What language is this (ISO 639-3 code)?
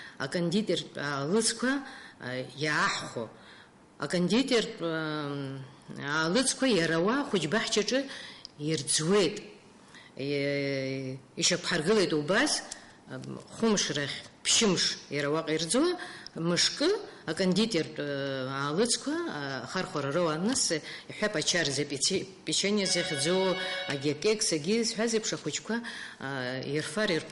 abk